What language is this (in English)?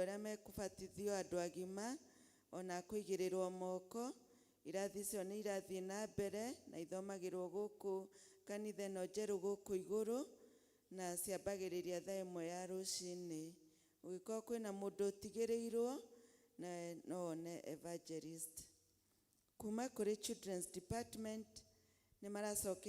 Kikuyu